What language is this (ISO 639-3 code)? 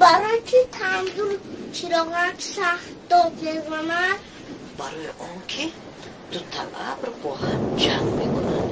tgk